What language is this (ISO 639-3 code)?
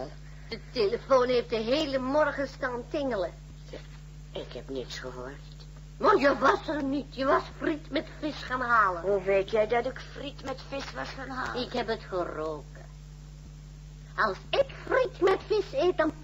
nld